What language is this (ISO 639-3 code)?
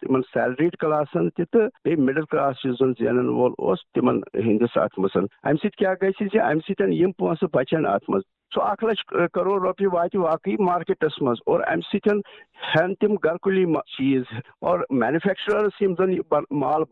kas